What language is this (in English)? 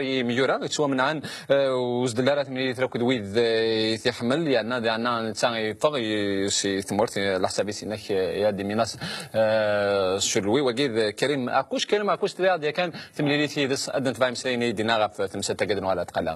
Kabyle